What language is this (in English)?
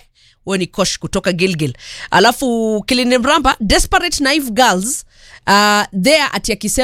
Swahili